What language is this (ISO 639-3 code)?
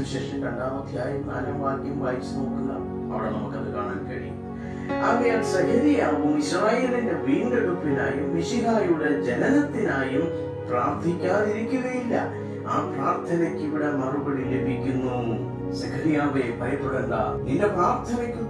mal